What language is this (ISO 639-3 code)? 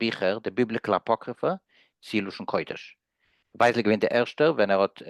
yid